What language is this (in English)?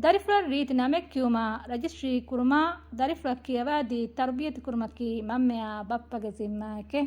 Divehi